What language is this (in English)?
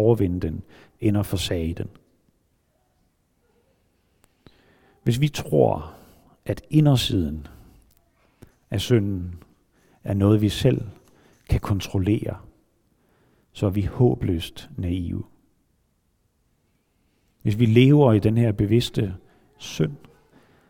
Danish